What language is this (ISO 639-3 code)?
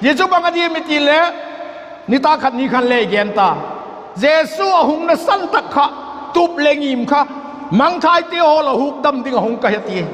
vap